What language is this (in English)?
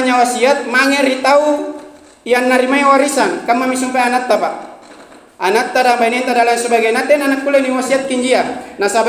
Makasar